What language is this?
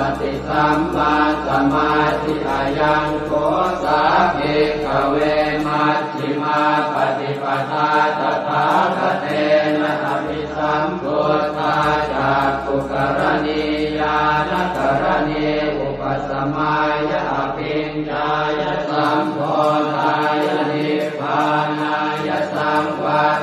Pali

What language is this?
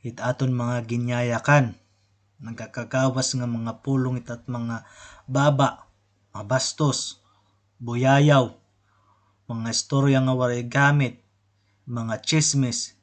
Waray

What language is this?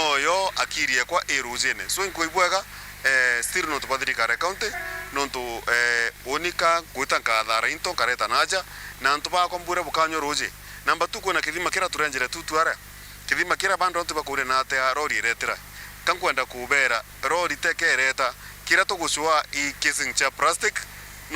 Meru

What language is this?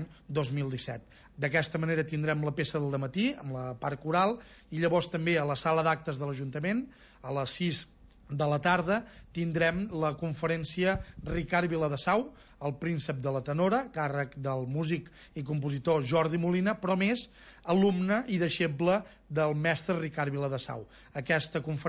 Catalan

